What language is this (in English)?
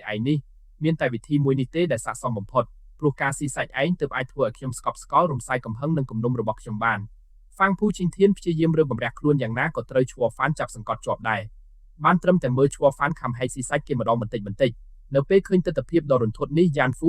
Khmer